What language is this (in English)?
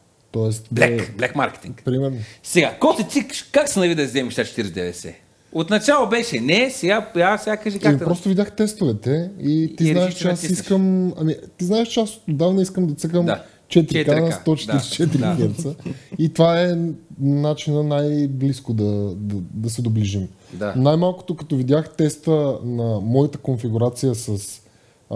Bulgarian